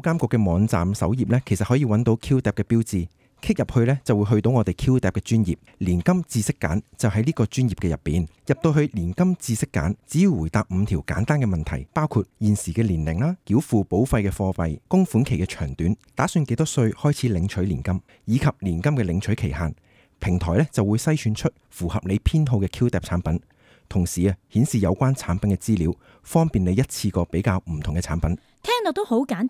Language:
Cantonese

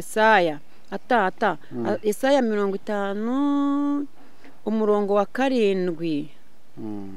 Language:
Kinyarwanda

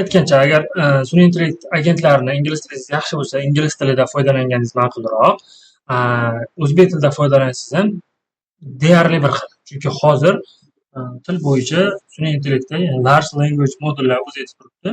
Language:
Uzbek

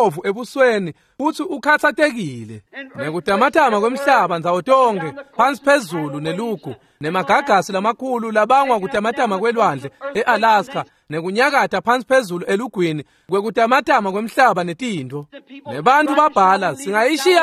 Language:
Swati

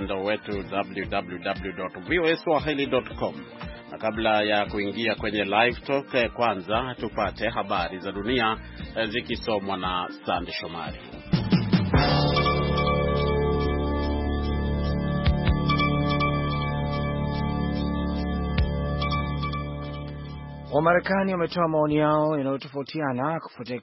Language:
Swahili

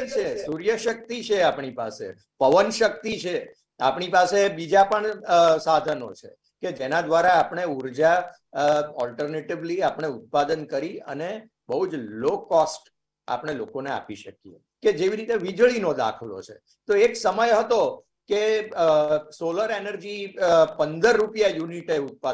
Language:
Gujarati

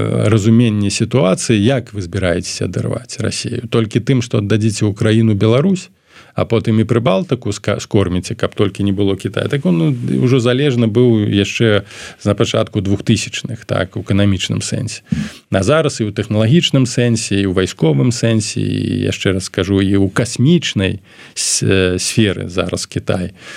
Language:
Belarusian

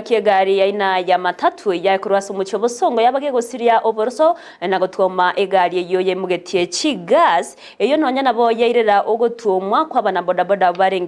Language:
Gusii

